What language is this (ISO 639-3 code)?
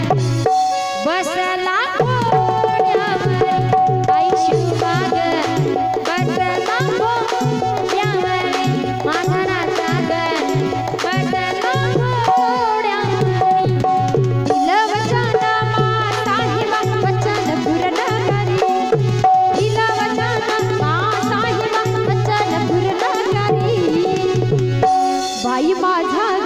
mar